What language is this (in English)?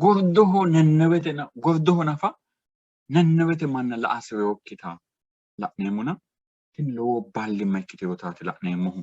Sidamo